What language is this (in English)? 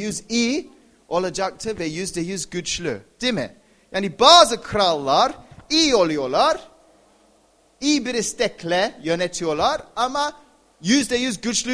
Turkish